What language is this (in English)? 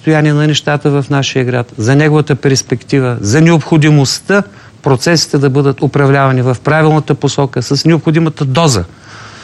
Bulgarian